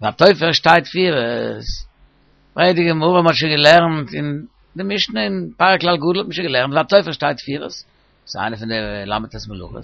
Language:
Yiddish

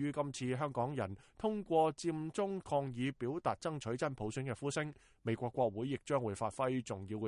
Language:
Cantonese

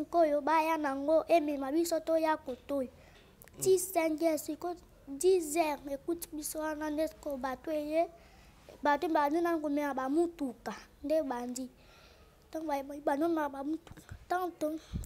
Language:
Lingala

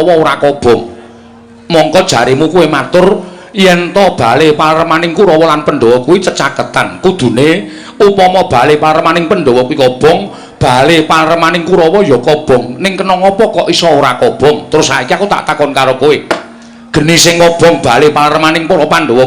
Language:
Javanese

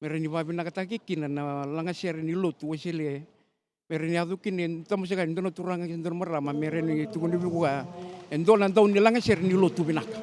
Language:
Fijian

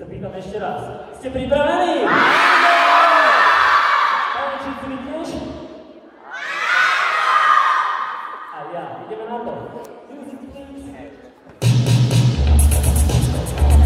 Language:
Slovak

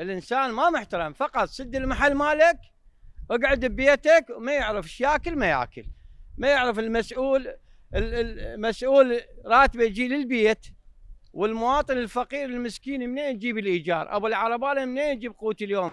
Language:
Mesopotamian Arabic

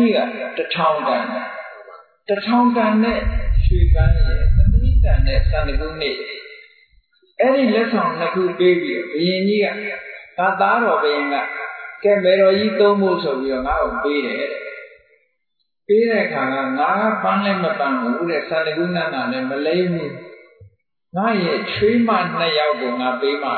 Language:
Burmese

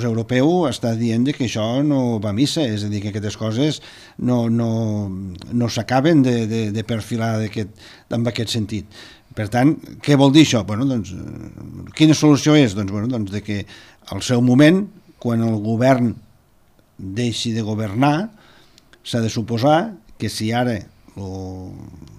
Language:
Catalan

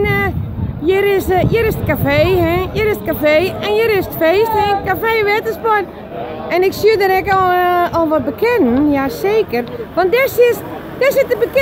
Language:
Western Frisian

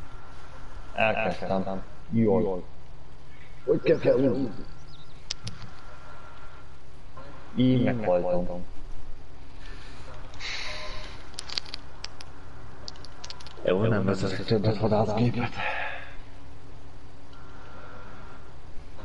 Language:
Hungarian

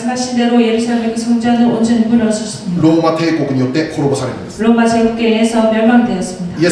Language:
Korean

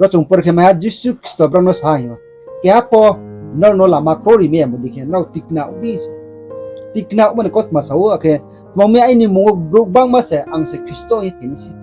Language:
Riang (India)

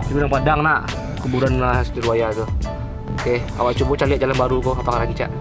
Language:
Minangkabau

